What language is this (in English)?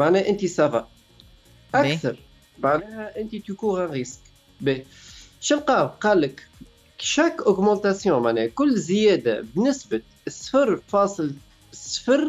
Tunisian Arabic